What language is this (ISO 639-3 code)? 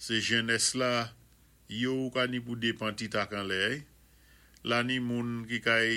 acf